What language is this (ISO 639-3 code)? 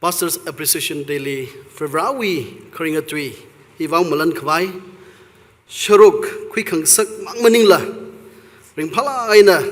nmf